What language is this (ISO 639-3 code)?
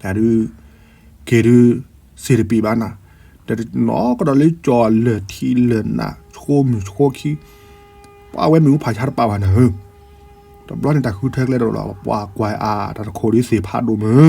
ksw